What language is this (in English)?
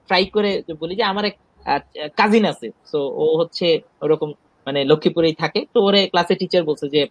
Bangla